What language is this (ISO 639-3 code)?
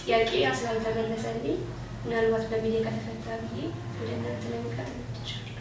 amh